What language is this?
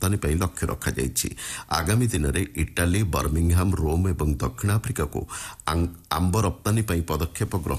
Odia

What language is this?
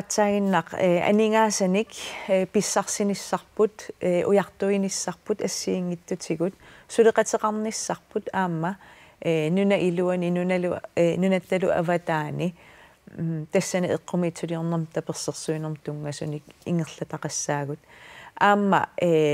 Kalaallisut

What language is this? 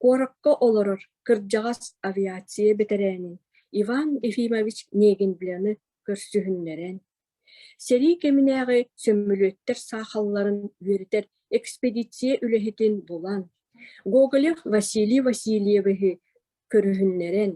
Yakut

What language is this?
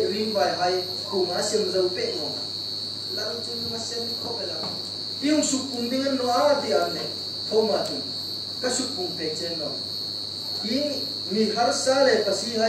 Hmar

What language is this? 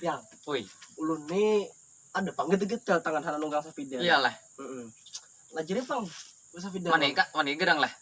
Banjar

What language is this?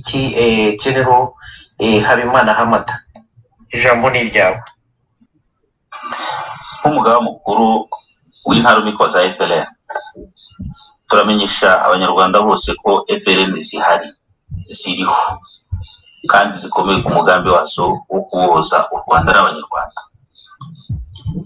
Kinyarwanda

